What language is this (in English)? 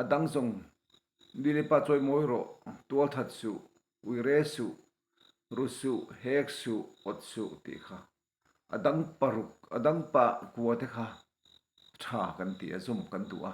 Mizo